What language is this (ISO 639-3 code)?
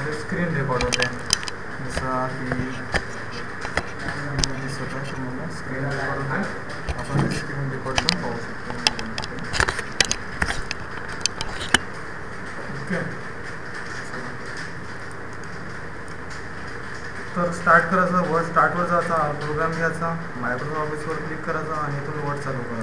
mar